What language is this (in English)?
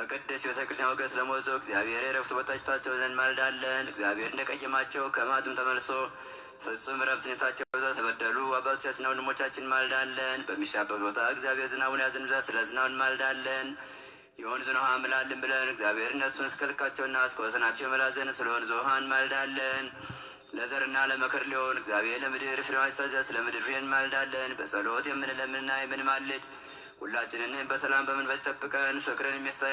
Amharic